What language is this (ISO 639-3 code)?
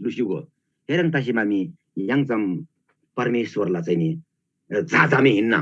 taj